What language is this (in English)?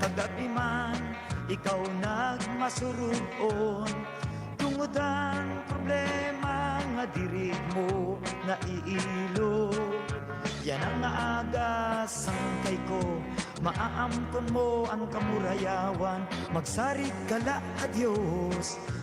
Waray